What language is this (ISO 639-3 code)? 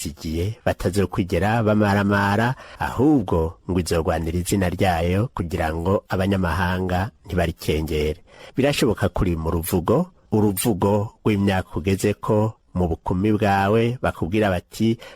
run